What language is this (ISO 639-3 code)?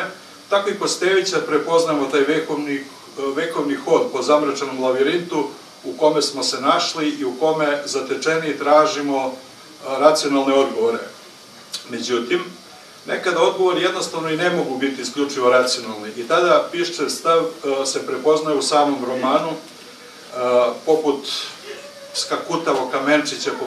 srp